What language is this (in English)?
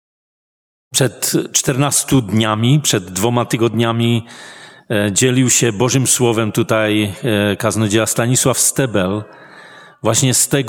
Polish